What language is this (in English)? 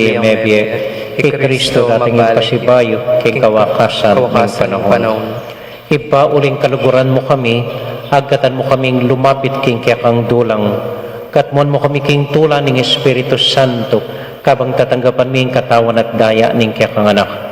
Pampanga